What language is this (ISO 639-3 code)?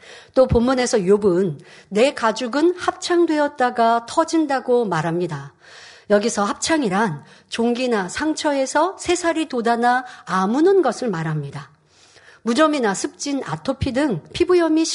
kor